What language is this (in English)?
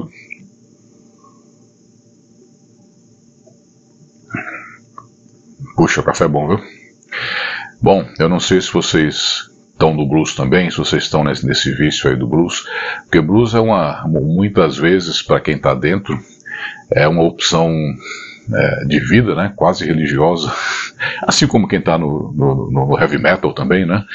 Portuguese